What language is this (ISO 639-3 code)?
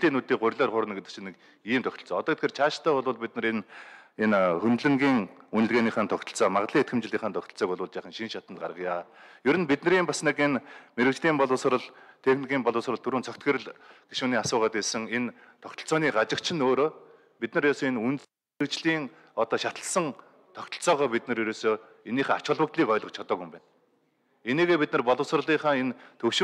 mon